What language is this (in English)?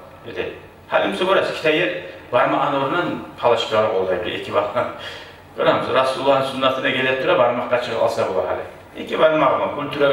Kumyk